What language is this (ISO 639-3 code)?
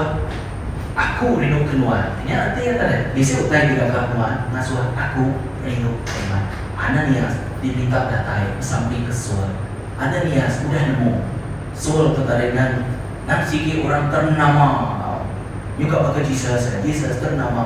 iba